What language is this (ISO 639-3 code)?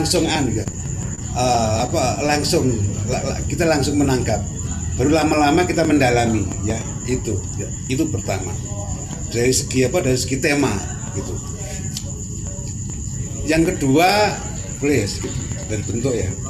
ind